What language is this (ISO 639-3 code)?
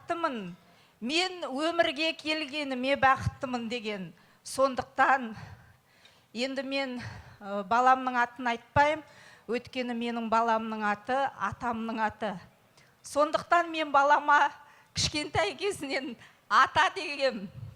kaz